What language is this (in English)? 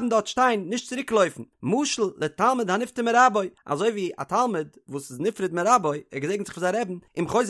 Yiddish